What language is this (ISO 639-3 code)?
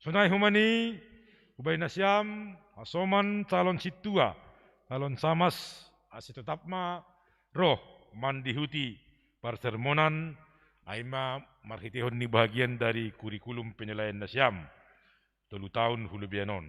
bts